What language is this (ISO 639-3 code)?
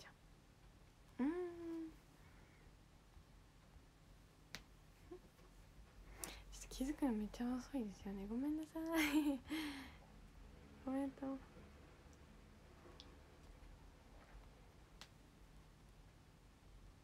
jpn